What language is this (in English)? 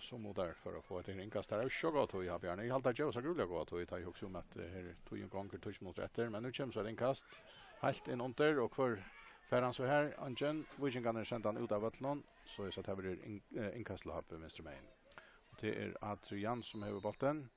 Faroese